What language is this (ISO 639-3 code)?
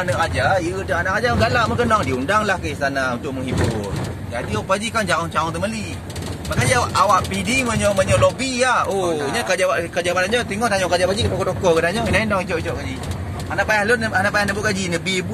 ace